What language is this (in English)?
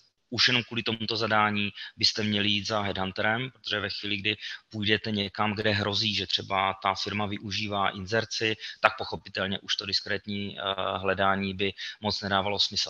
Czech